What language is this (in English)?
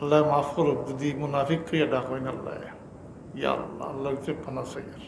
Sylheti